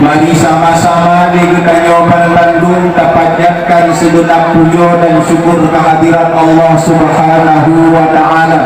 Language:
Achinese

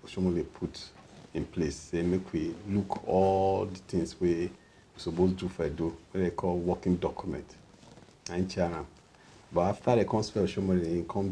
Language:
Nigerian Pidgin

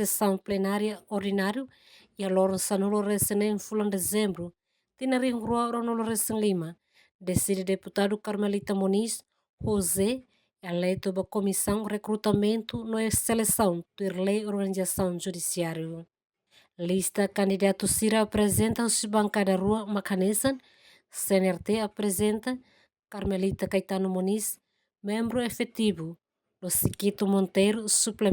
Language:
Tetum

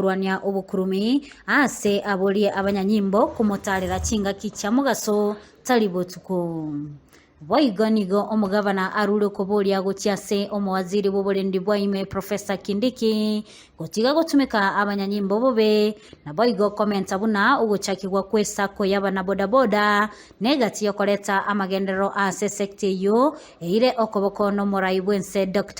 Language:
Gusii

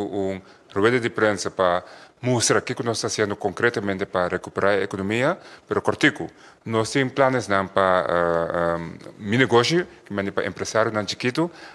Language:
Papiamento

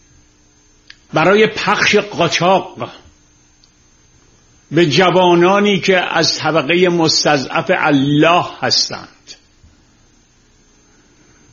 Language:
Persian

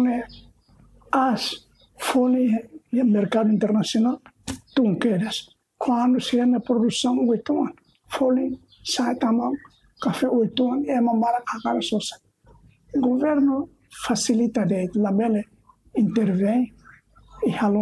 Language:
Tetum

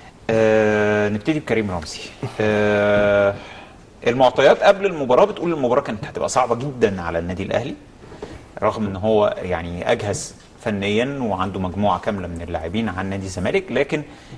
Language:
Egyptian Arabic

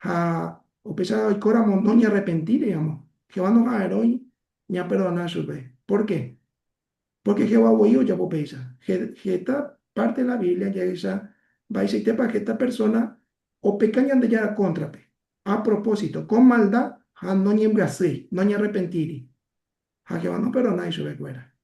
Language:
Guarani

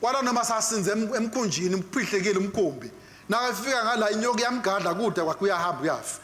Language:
Swati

